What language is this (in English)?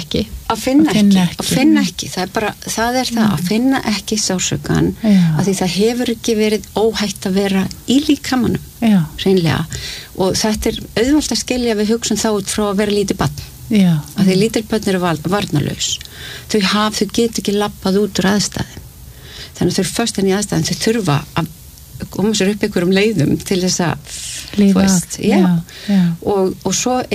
Icelandic